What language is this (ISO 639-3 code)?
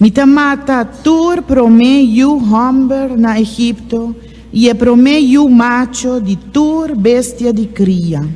pap